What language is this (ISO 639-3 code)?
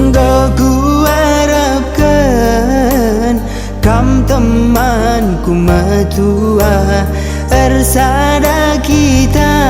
btx